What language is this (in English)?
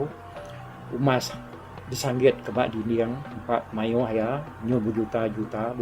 Iban